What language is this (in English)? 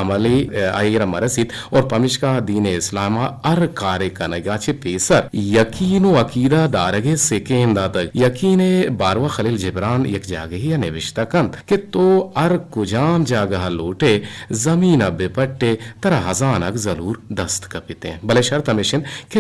Eastern Balochi